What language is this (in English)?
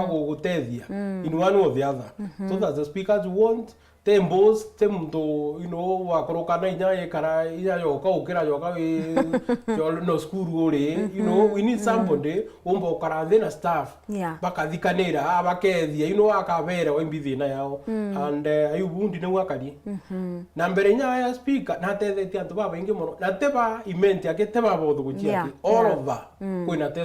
Meru